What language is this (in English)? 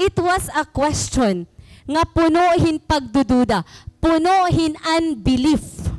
Waray